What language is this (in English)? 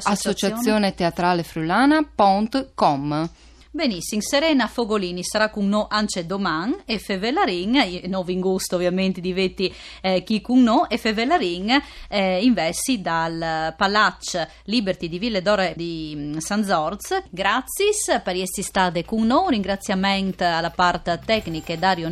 Friulian